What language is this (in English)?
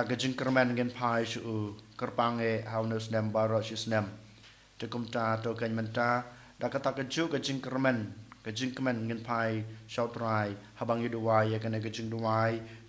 Khasi